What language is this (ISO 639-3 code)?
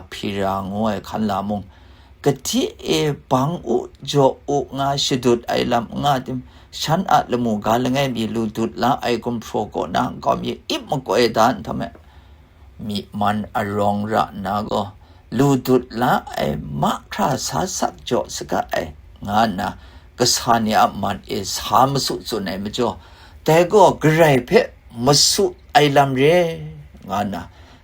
kac